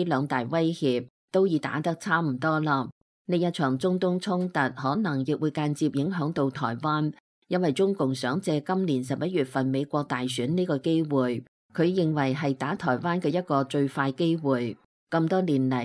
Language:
Cantonese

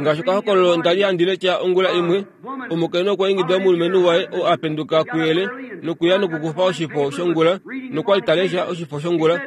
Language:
Kuanyama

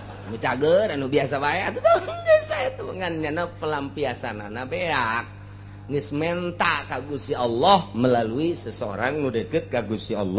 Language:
Sundanese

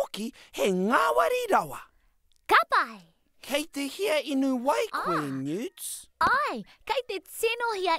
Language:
Māori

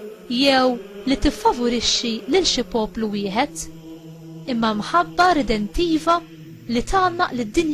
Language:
Maltese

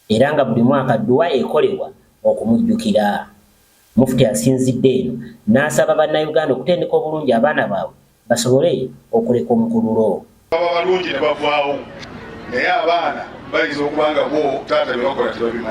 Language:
Ganda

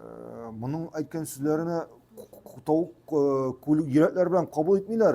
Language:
Tatar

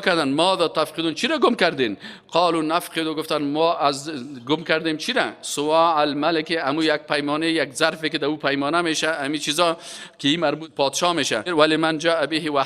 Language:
Persian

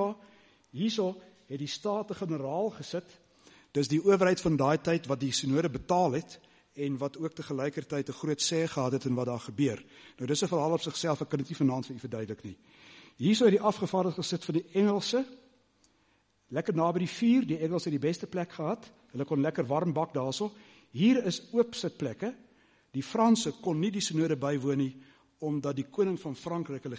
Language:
Afrikaans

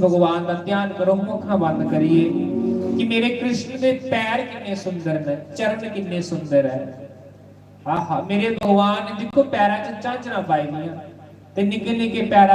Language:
Dogri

